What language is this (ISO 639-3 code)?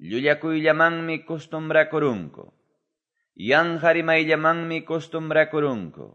que